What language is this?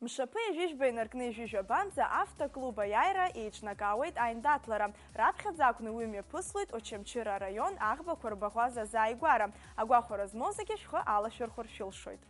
Abkhazian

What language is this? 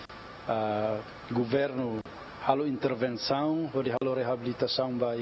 Tetum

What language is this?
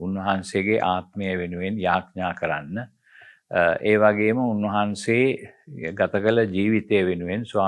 Sinhala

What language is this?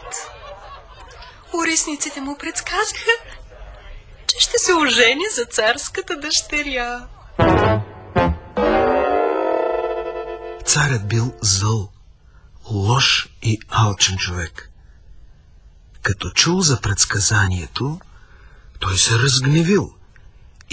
Bulgarian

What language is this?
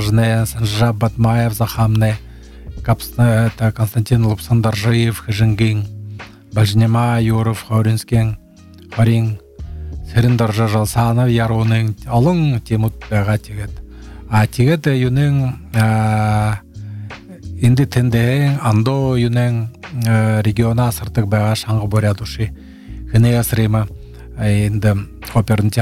Buriat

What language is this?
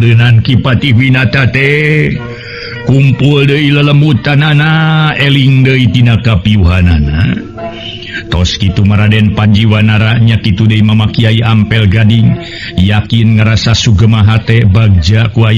Sundanese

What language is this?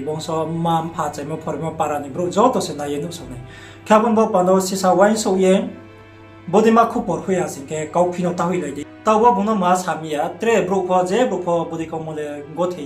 Riang (India)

